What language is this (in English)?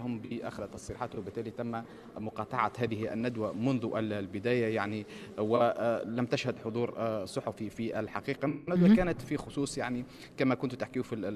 Tunisian Arabic